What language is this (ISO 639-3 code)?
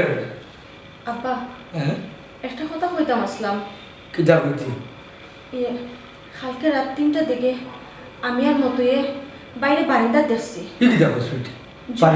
syl